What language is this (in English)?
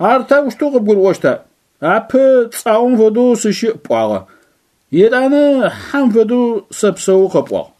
Adyghe